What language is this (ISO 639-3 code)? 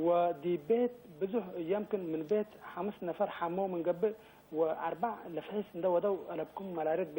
tig